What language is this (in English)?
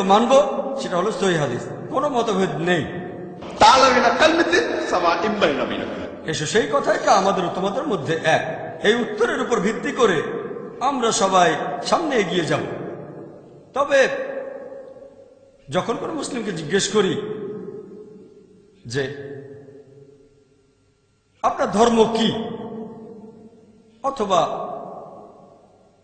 Bangla